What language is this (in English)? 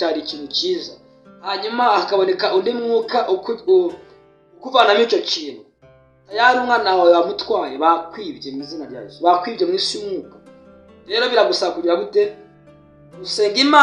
Kinyarwanda